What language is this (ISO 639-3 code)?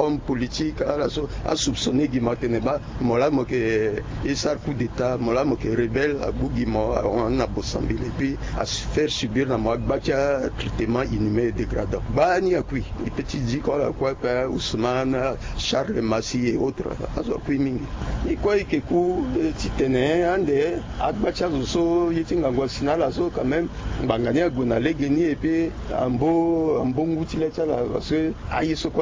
sag